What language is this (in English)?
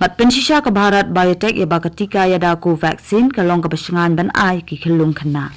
Khasi